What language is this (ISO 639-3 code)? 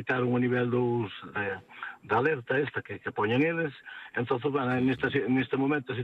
glg